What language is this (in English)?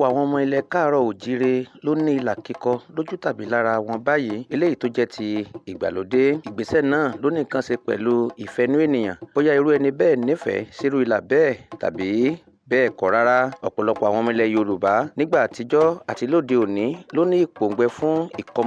Yoruba